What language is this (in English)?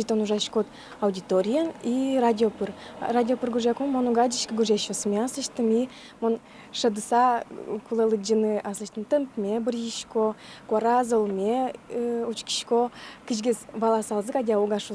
Udmurt